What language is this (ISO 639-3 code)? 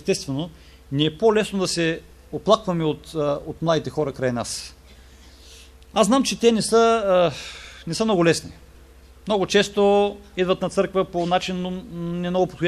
bul